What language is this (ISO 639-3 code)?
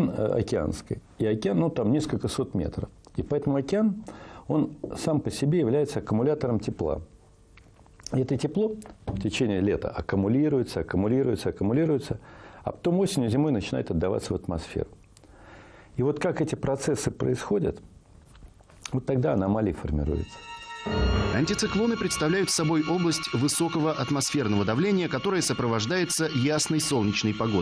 rus